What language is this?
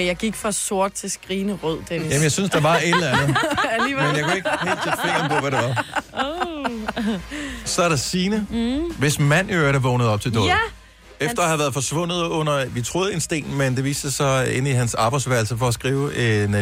Danish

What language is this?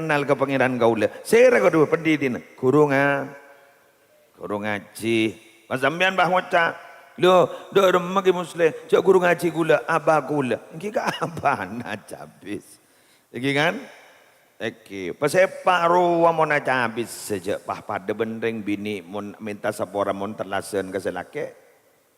Madurese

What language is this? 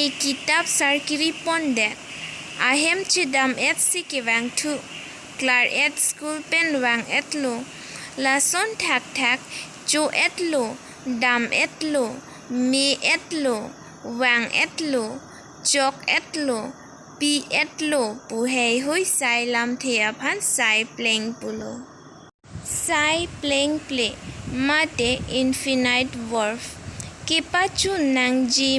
Karbi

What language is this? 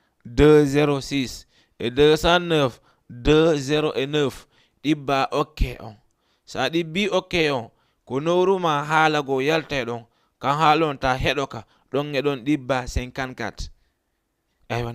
Fula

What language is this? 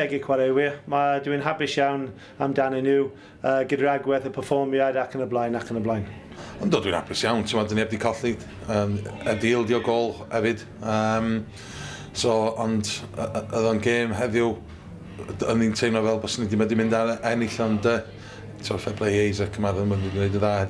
Welsh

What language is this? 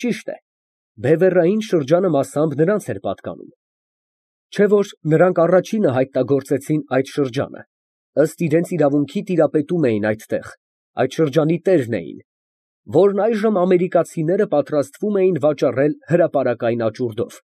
Armenian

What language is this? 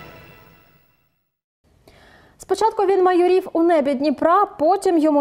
Ukrainian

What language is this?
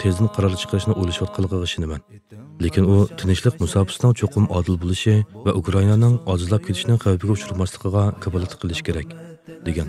Uyghur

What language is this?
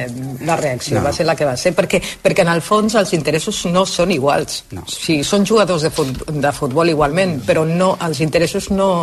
Catalan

